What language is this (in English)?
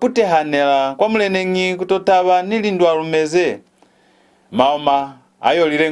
Lozi